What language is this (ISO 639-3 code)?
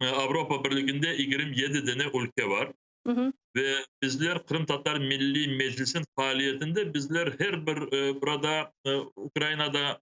crh